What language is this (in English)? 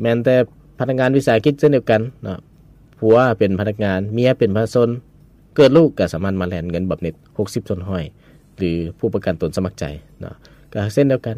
Lao